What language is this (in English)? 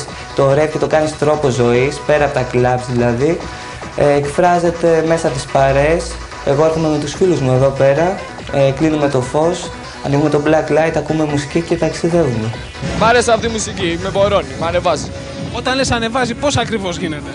Greek